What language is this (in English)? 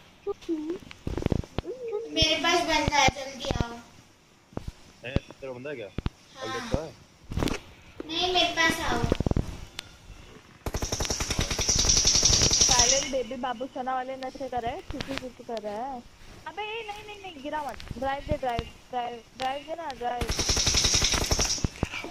Hindi